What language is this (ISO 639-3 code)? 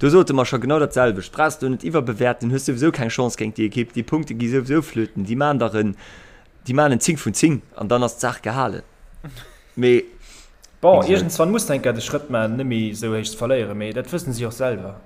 ltz